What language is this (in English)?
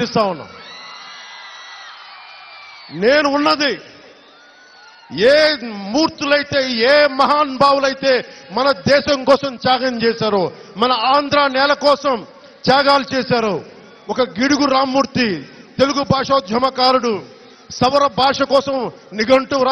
Telugu